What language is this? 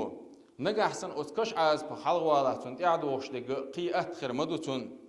Chechen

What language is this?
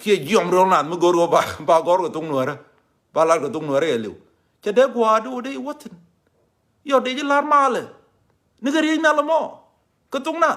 Nuer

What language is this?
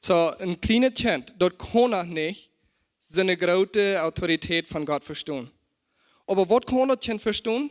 Plautdietsch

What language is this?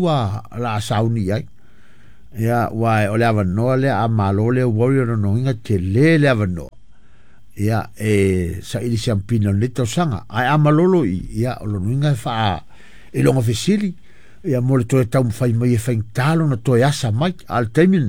Samoan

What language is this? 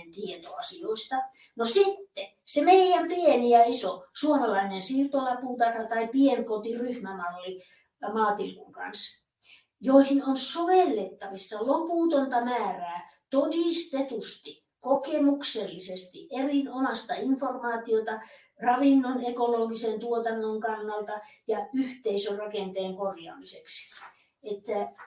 Finnish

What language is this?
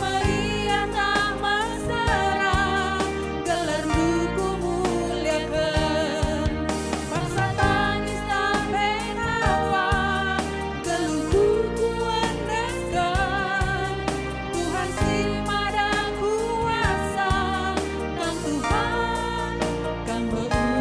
Batak Karo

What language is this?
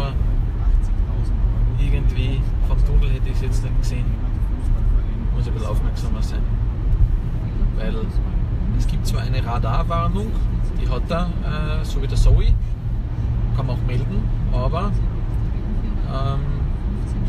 German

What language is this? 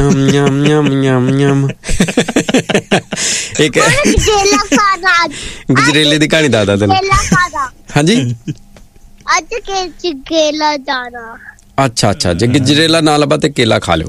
Punjabi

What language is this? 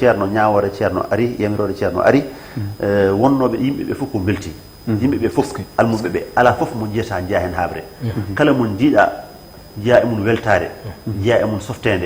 Fula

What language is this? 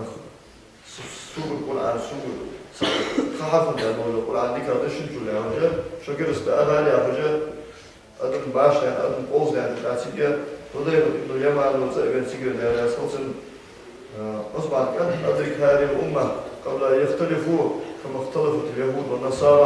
Ingush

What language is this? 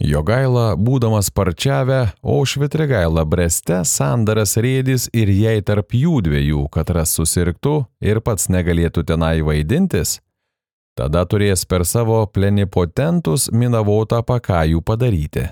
Lithuanian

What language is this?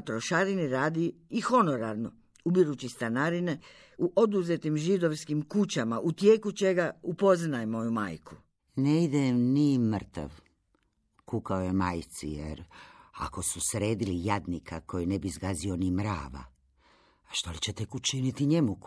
Croatian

